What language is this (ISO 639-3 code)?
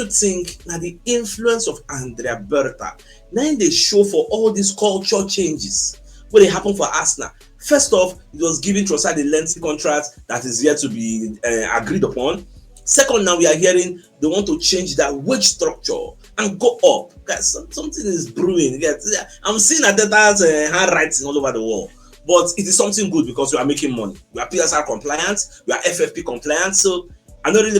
pcm